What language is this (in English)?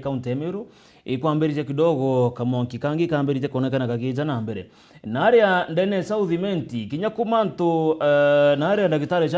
Meru